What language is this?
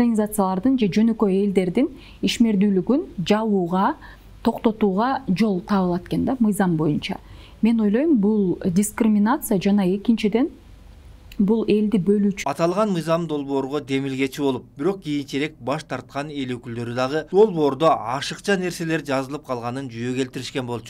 Kyrgyz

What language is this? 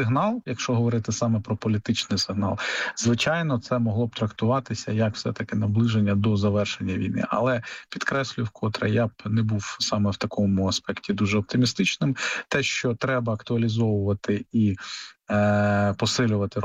Ukrainian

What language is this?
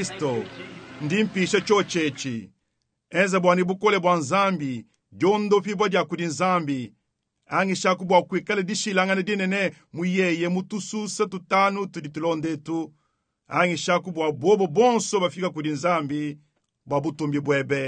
Luba-Lulua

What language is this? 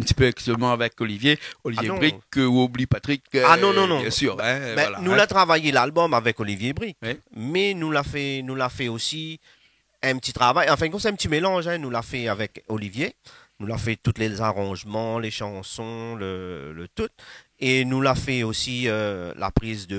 Réunion Creole French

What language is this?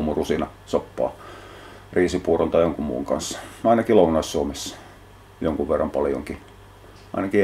Finnish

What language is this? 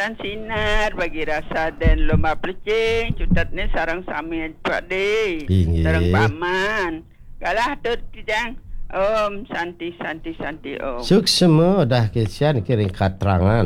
Balinese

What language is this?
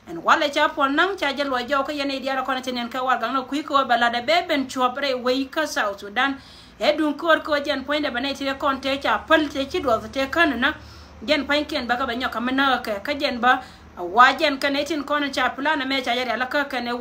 Nuer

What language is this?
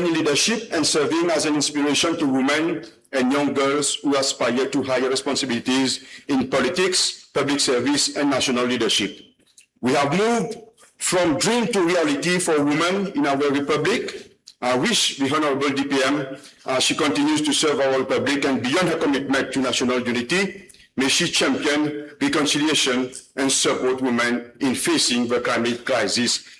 Morisyen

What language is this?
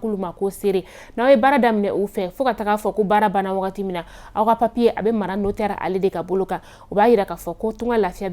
Bambara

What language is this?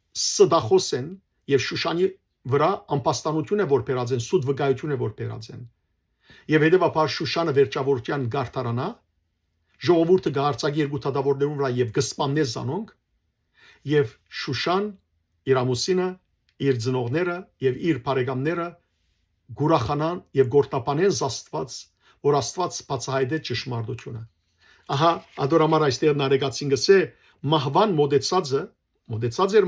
Western Armenian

